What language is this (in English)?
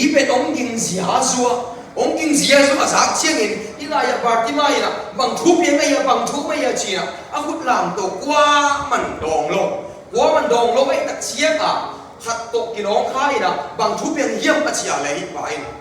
Tedim Chin